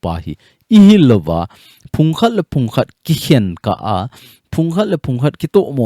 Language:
Thado Chin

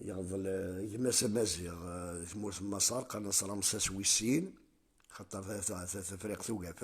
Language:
Kabyle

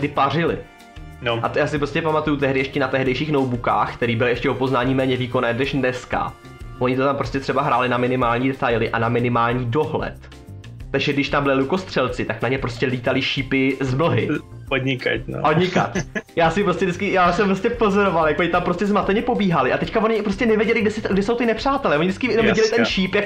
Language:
Czech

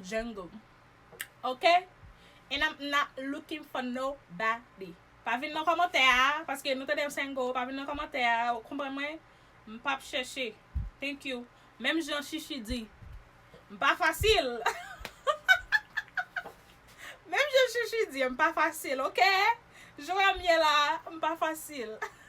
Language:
Haitian Creole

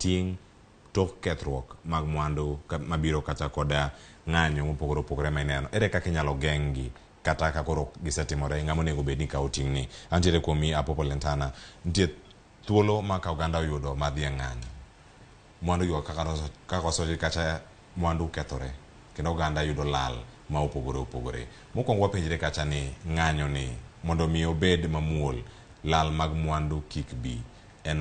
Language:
Luo (Kenya and Tanzania)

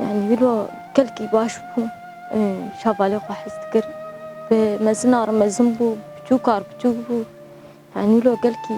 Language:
Kurdish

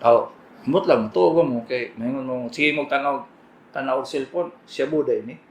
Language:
Cebuano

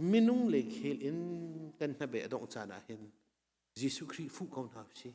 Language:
Hakha Chin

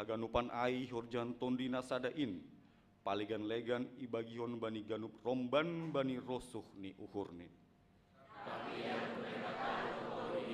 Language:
Batak Simalungun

